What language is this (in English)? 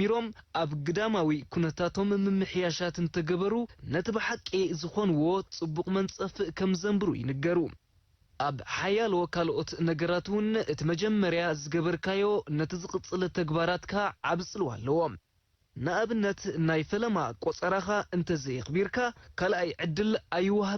Tigrinya